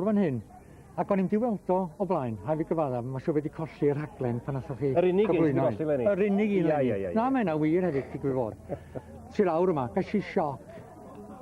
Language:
Welsh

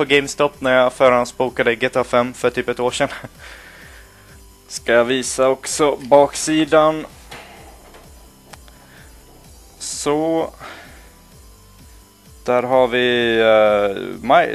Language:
Swedish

